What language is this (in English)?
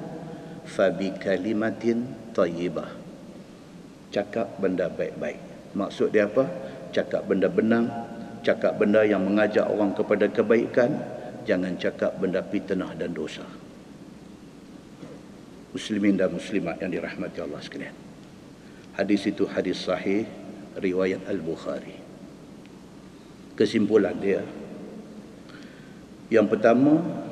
Malay